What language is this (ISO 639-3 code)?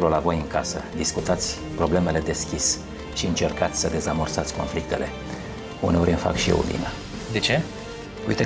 ron